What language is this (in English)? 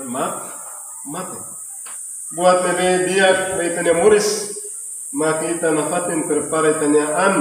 Tetum